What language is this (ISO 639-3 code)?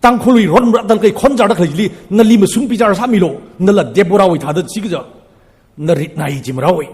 nmf